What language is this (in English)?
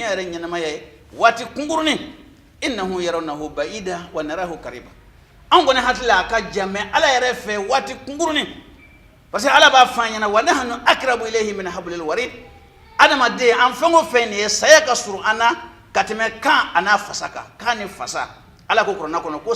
Bambara